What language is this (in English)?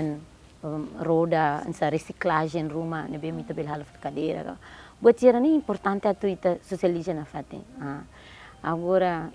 Tetum